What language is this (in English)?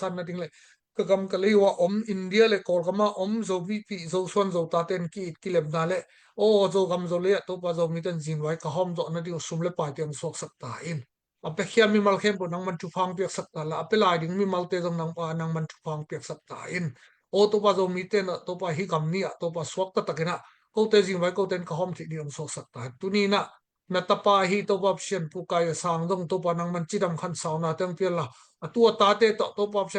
Tedim Chin